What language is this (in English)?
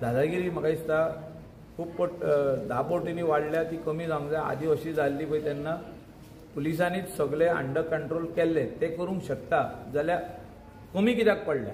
Konkani